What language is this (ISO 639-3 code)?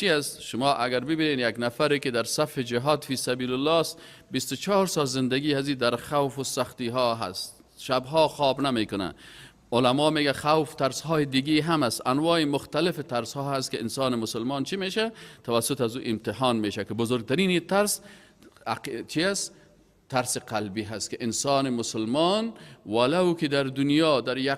fas